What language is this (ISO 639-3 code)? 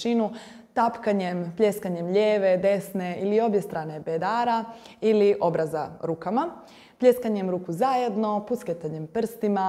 hrv